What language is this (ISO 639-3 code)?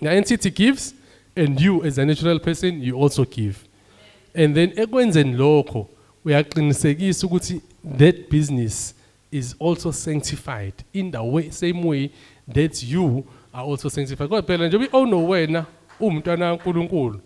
zul